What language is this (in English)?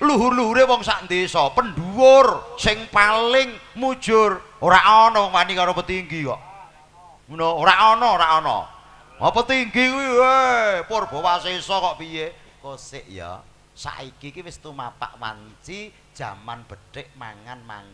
Javanese